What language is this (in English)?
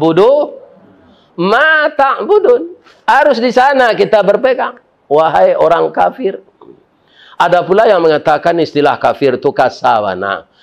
Minangkabau